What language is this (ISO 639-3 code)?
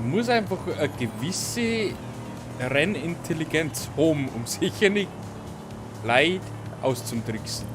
bar